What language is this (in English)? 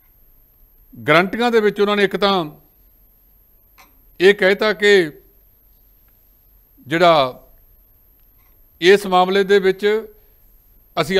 Punjabi